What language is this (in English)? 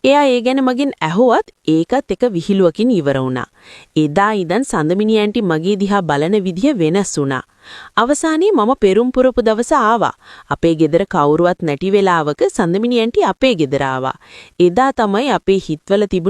Sinhala